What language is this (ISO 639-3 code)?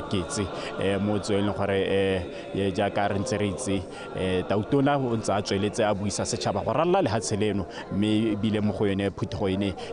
tsn